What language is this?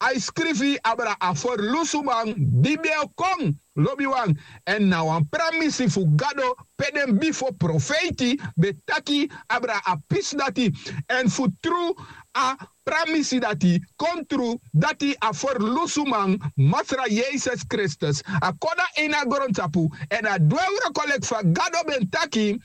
Sranan Tongo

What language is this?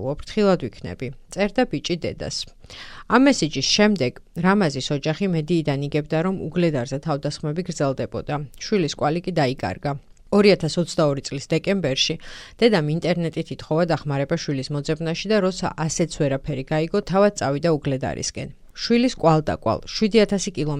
Georgian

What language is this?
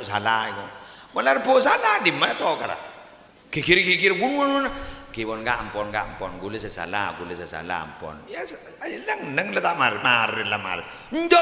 Madurese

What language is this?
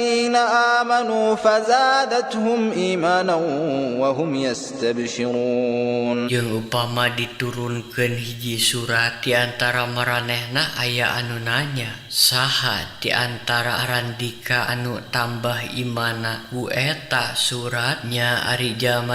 Sundanese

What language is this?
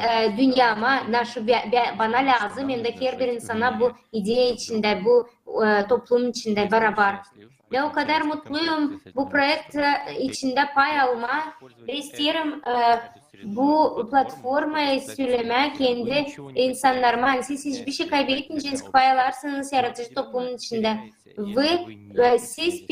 Gagauz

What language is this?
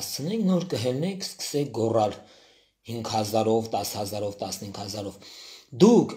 Armenian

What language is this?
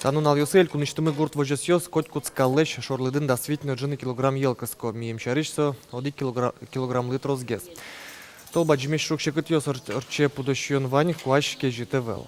Udmurt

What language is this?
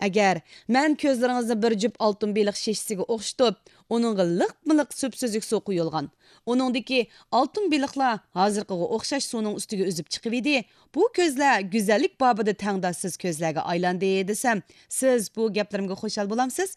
Uyghur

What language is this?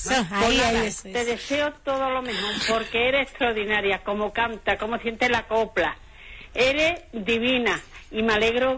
Spanish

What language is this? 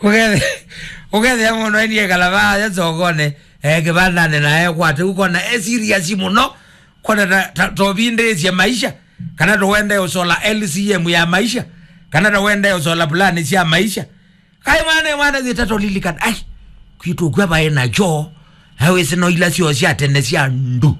Kamba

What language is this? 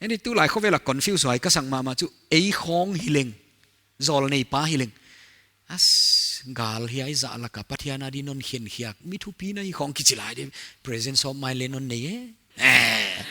Paite Chin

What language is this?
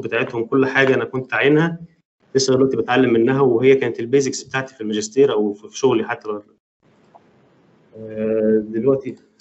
Egyptian Arabic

